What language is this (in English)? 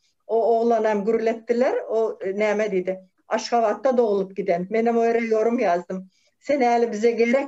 Turkmen